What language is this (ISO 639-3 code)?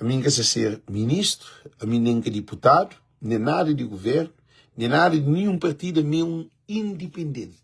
kea